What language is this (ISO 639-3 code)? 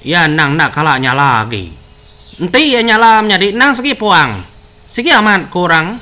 iba